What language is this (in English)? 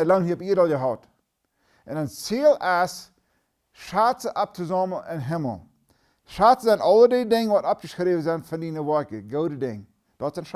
Plautdietsch